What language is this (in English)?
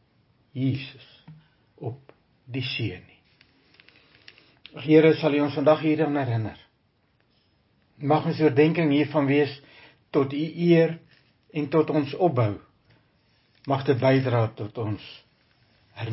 Afrikaans